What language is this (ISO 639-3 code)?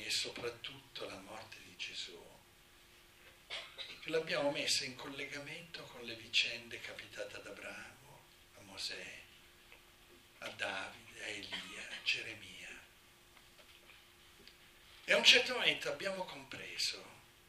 ita